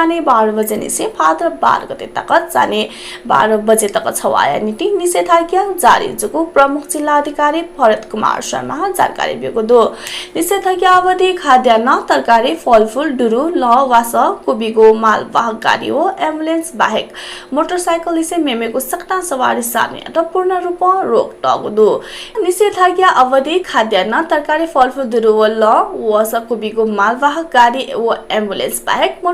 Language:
Newari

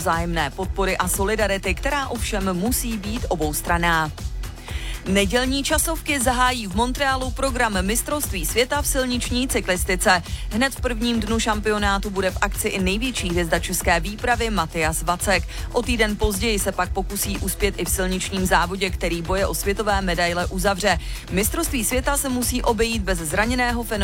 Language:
Czech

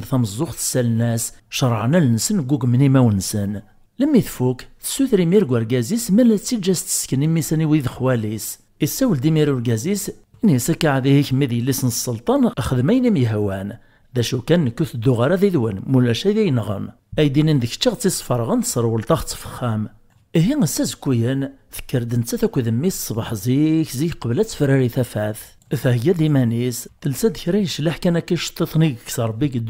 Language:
Kabyle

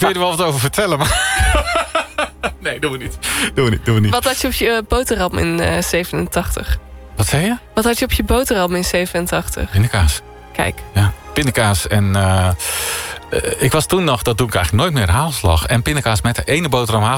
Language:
Dutch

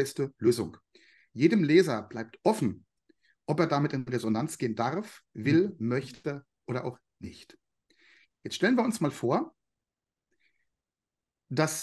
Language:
German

